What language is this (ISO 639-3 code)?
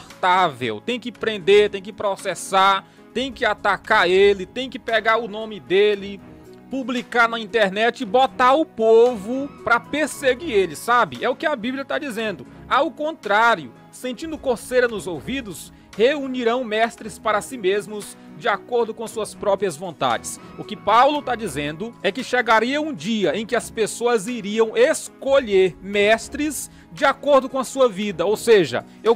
por